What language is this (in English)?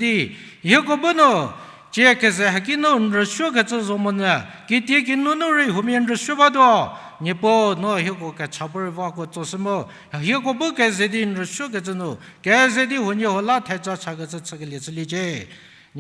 Angami Naga